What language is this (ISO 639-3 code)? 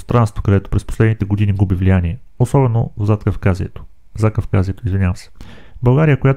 bul